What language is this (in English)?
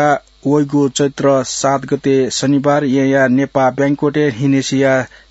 Newari